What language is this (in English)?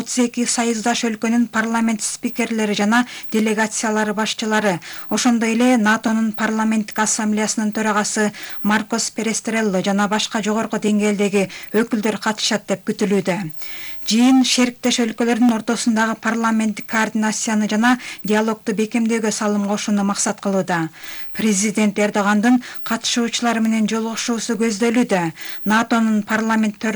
Kyrgyz